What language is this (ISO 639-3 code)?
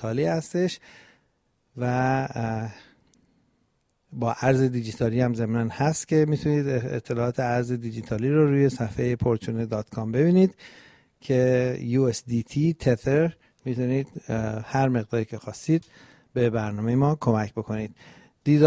fas